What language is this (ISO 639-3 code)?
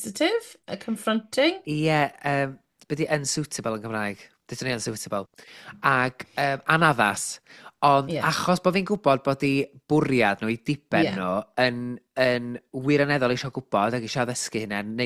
cym